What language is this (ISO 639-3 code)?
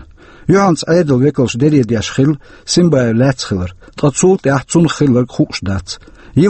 che